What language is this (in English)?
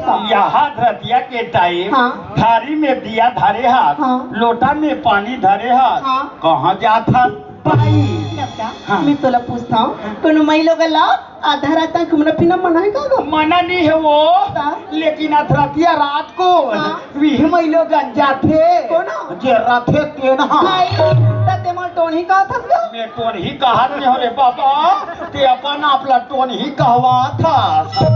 Chhattisgarhi